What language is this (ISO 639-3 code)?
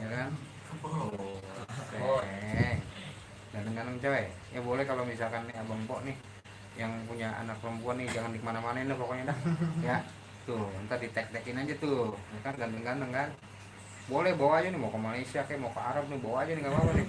bew